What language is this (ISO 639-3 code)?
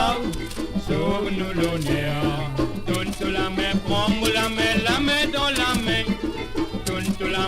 mfe